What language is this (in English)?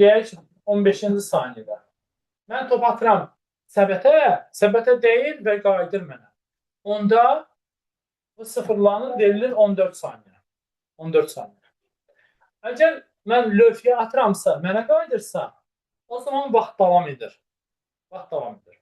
Azerbaijani